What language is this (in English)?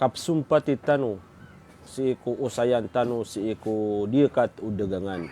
Maranao